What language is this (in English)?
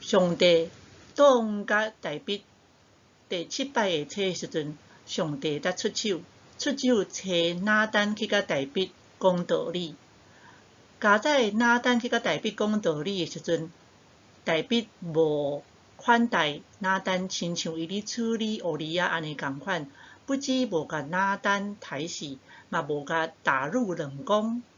Min Nan Chinese